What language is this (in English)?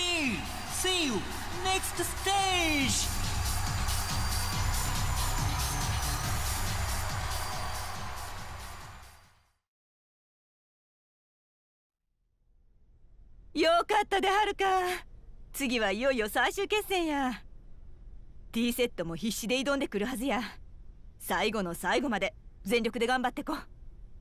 Japanese